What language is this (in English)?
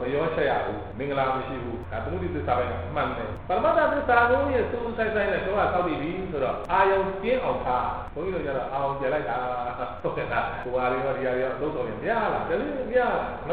Burmese